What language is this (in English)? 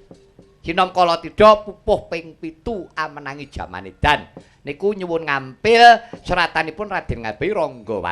Javanese